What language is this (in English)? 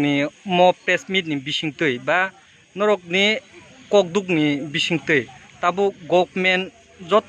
Kok Borok